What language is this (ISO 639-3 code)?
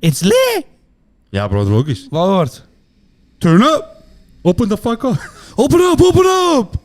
gsw